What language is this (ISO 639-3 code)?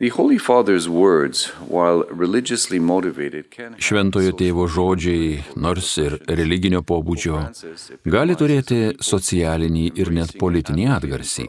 lit